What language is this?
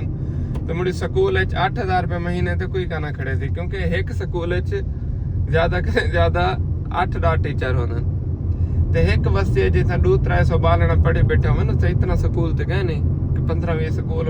Saraiki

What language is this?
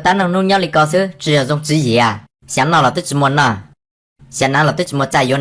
Hmong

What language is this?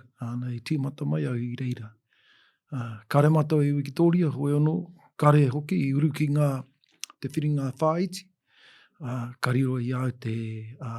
Māori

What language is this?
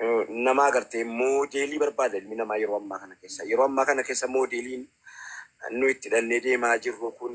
Oromo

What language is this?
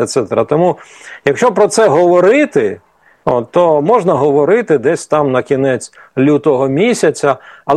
Ukrainian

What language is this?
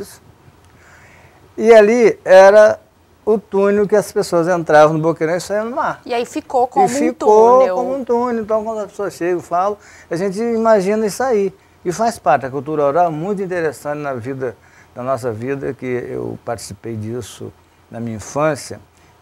Portuguese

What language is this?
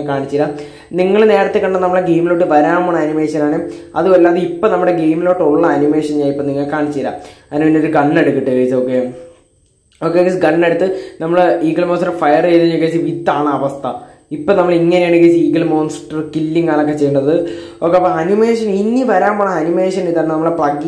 Malayalam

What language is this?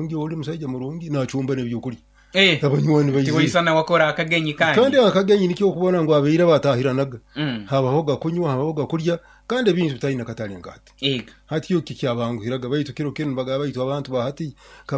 Nyoro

